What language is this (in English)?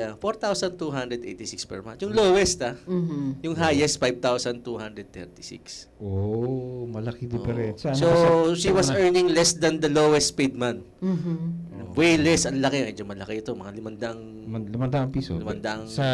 Filipino